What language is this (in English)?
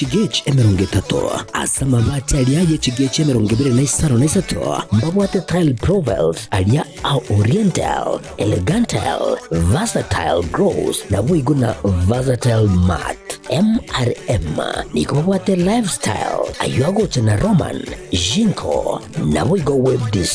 Gusii